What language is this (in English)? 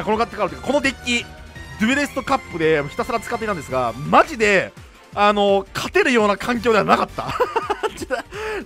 Japanese